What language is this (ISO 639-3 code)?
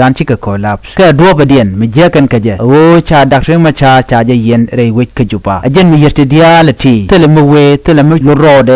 nus